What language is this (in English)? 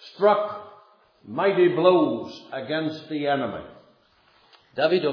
Czech